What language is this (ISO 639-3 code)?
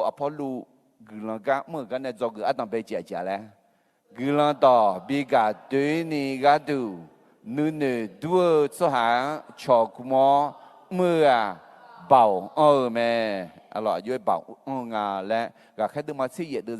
ahk